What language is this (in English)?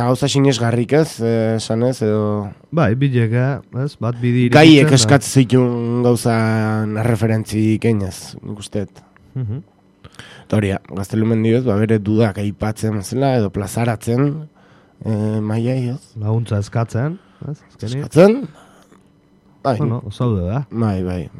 Basque